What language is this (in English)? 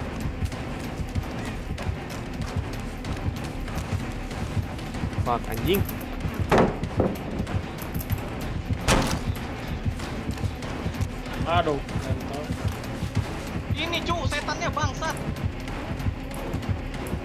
Indonesian